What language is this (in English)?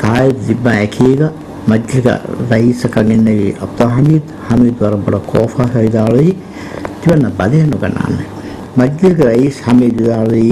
Divehi